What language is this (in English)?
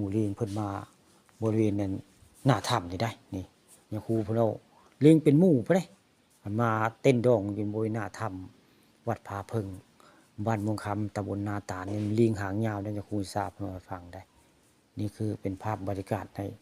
Northeastern Thai